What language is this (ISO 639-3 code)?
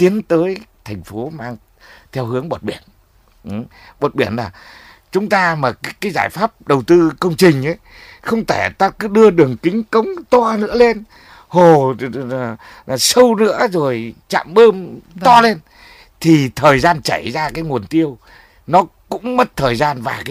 vie